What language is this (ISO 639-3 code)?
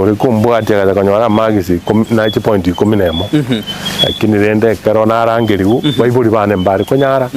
guz